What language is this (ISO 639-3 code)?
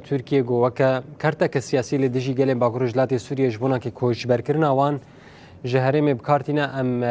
kur